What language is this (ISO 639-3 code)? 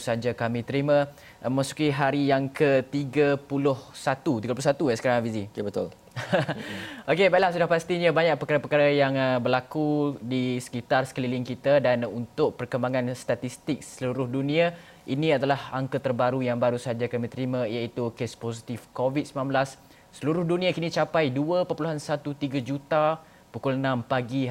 msa